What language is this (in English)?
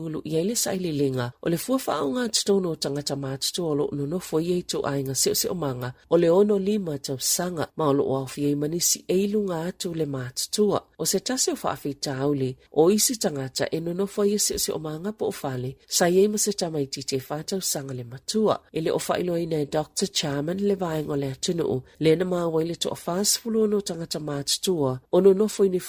Samoan